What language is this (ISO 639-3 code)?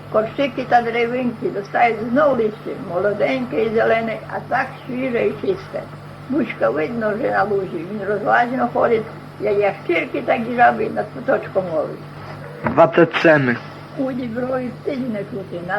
rue